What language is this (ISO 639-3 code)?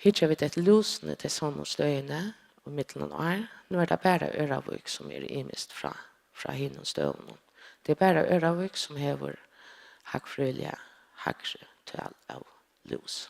fao